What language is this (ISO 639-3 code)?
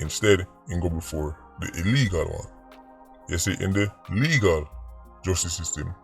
jam